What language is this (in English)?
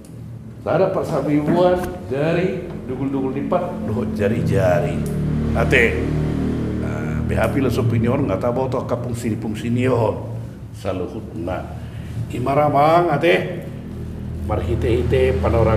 Batak Toba